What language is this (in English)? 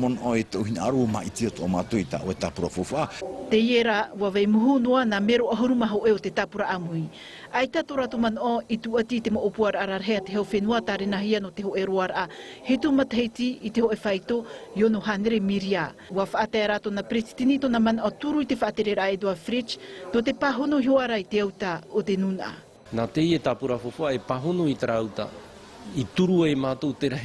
Tahitian